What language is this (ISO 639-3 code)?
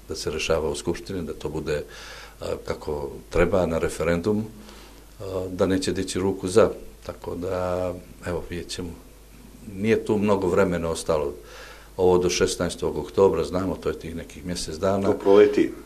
srp